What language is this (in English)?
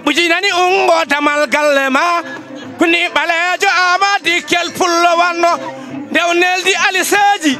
Fula